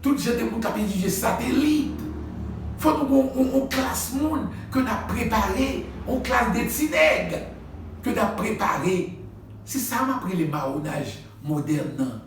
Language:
Haitian Creole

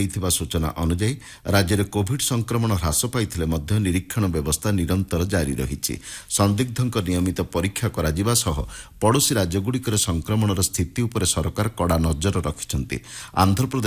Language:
Odia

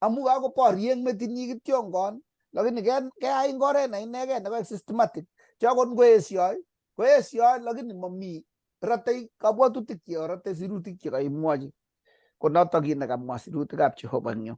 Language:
Kalenjin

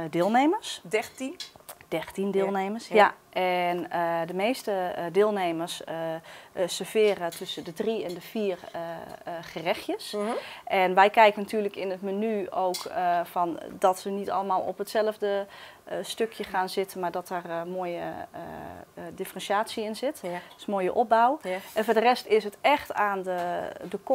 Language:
Dutch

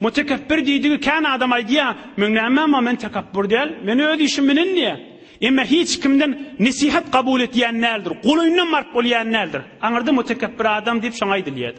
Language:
Turkmen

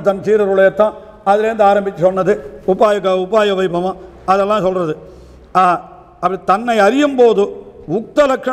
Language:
Tamil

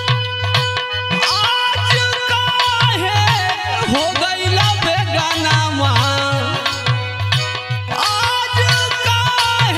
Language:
Bhojpuri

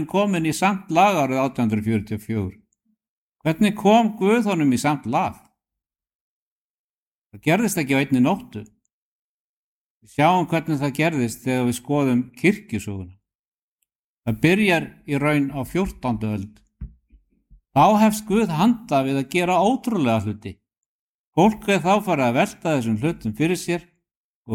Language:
Icelandic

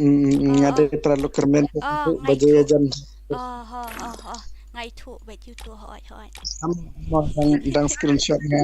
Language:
Khasi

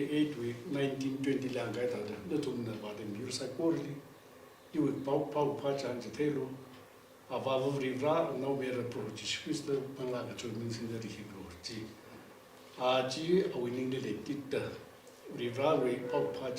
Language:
Tangkhul Naga (India)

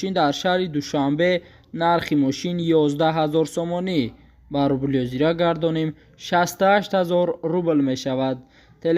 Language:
Tajik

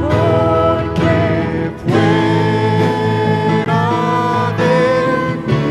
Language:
South Bolivian Quechua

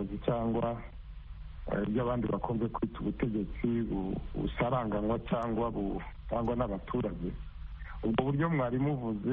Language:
Kinyarwanda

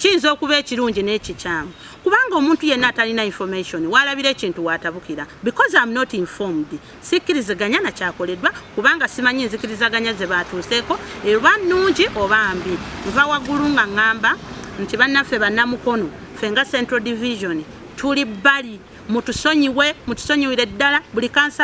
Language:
Ganda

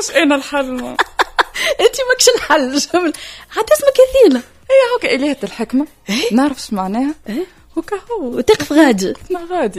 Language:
Tunisian Arabic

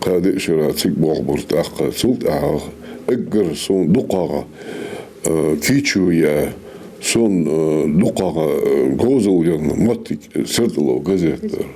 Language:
Ingush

